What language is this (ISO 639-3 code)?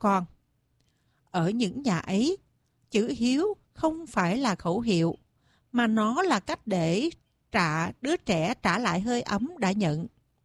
vie